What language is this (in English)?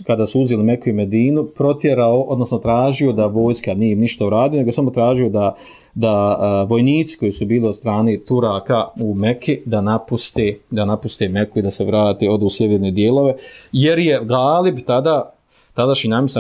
Bosnian